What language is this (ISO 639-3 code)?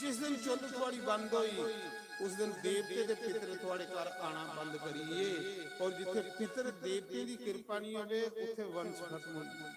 doi